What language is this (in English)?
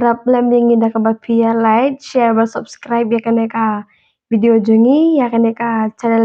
Khasi